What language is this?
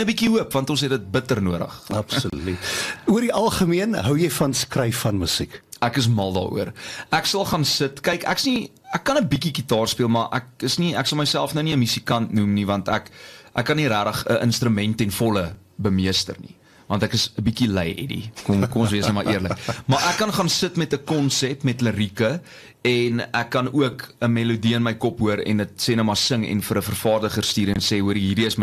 Afrikaans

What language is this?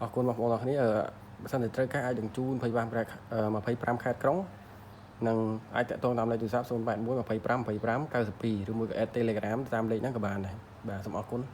Khmer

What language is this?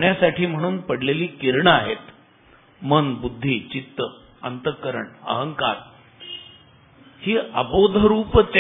Marathi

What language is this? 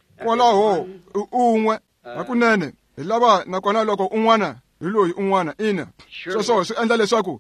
Tsonga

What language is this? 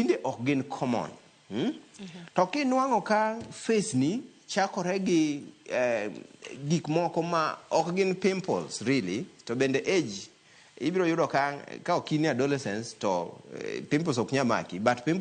Luo (Kenya and Tanzania)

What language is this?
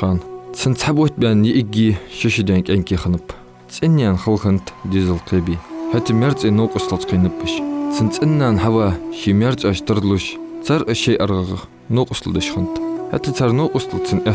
Ingush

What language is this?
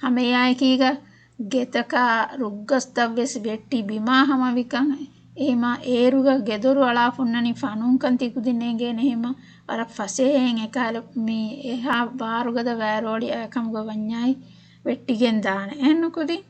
Divehi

